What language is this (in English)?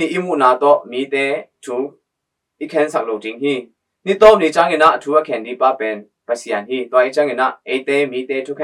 Tedim Chin